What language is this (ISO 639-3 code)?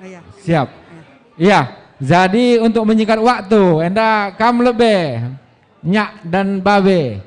btx